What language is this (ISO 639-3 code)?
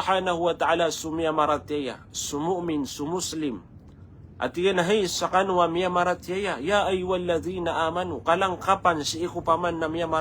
mrw